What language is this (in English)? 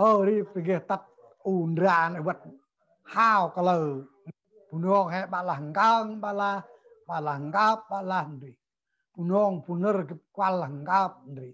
Central Mnong